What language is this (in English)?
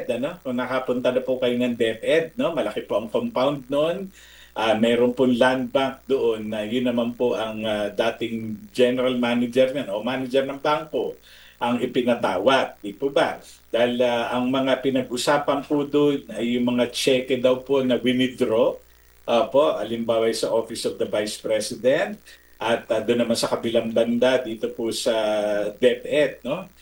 Filipino